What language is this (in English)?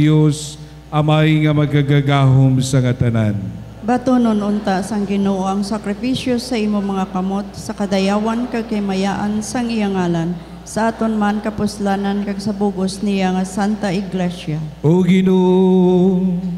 Hiligaynon